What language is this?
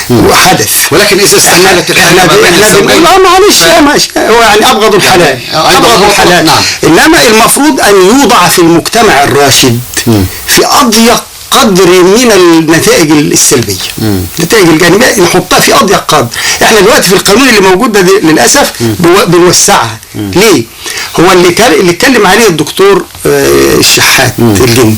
Egyptian Arabic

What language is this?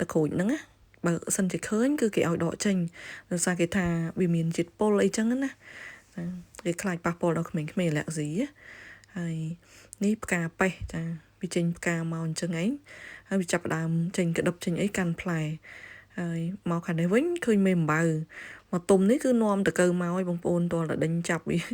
Khmer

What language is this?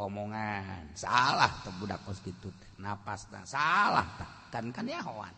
Sundanese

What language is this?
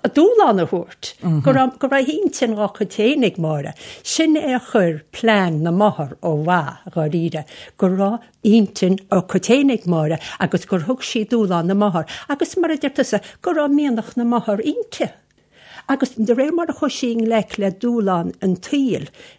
Irish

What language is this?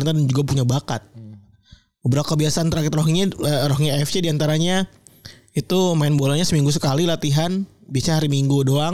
Indonesian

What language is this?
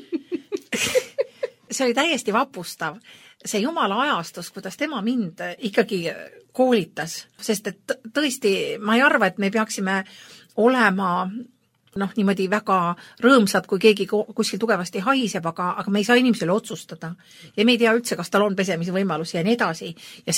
Estonian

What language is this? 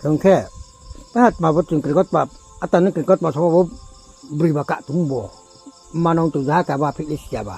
Riang (India)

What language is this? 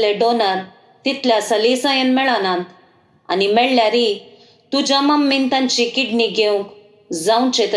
Konkani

